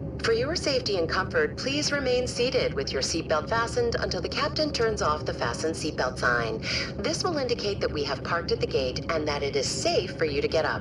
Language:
English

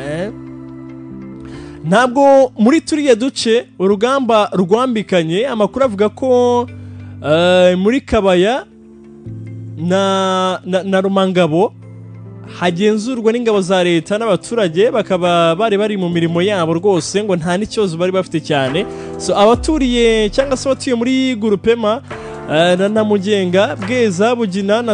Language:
Kinyarwanda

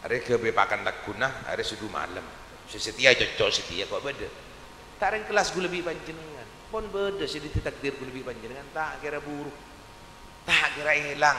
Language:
Madurese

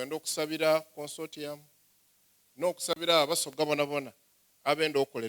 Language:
Soga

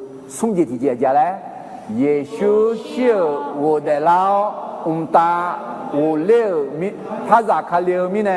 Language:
Akha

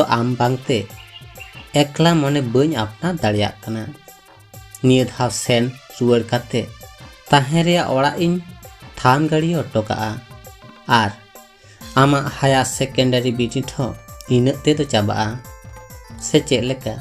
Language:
Santali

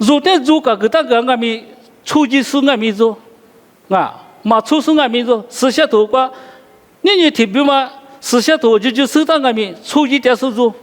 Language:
Lisu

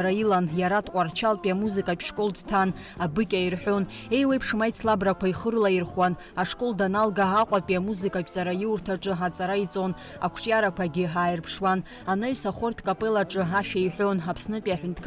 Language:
Abkhazian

